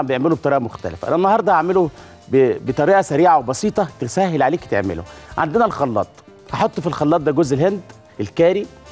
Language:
Egyptian Arabic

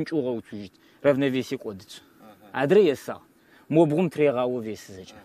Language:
Kabardian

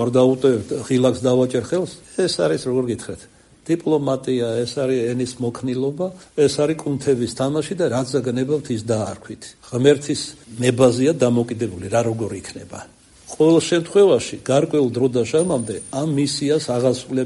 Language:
Georgian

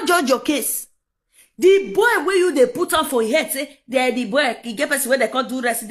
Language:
Nigerian Pidgin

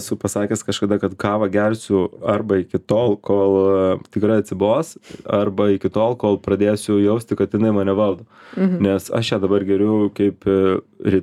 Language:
Lithuanian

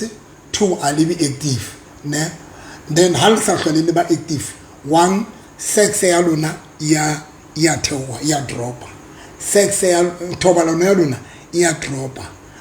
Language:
Southern Sotho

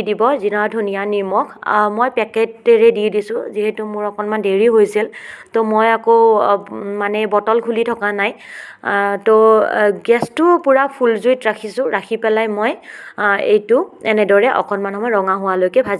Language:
Assamese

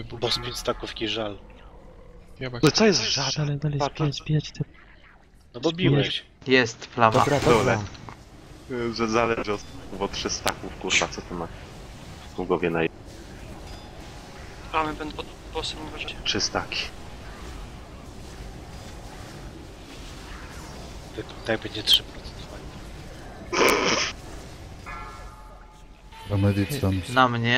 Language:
Polish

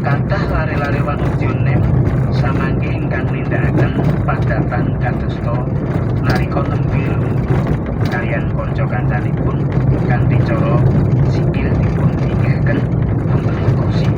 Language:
Javanese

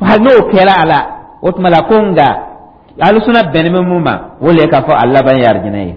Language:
Dyula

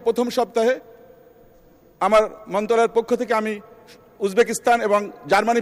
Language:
Bangla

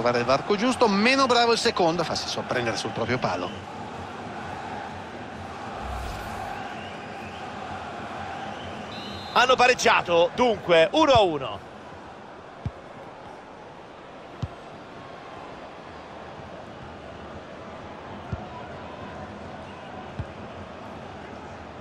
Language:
Italian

